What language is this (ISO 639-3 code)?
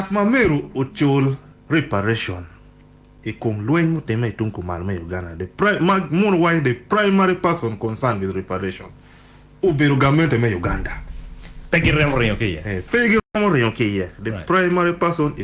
ach